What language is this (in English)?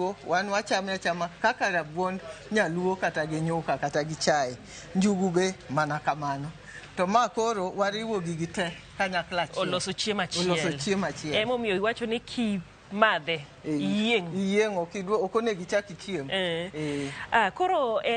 Luo (Kenya and Tanzania)